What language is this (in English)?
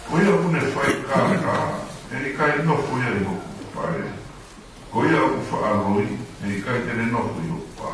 Tongan